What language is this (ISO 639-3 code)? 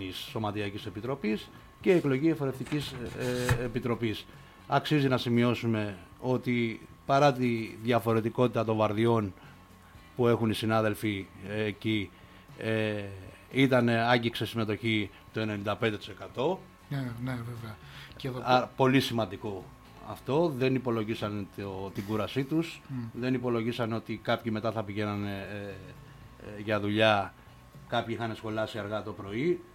ell